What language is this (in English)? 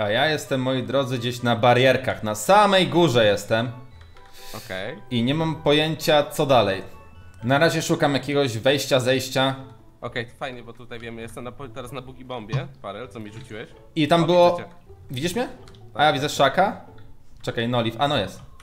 Polish